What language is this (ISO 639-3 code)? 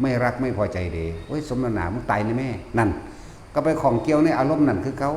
lao